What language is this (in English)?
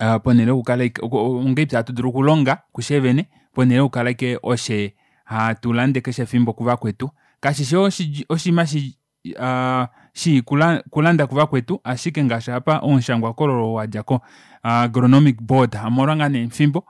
Kuanyama